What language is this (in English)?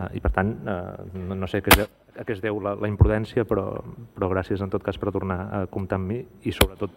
Catalan